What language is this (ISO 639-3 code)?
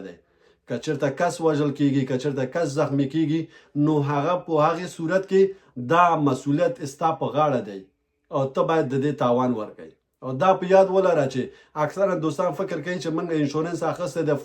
pus